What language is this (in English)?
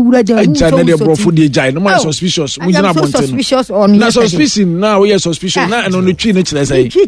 Akan